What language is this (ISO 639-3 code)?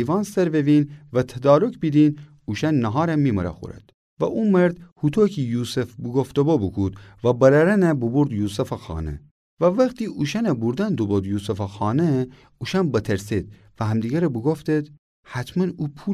glk